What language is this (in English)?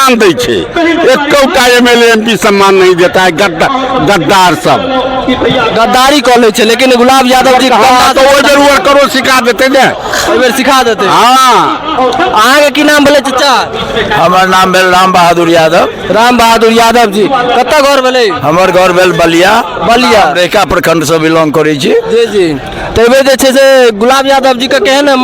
Maithili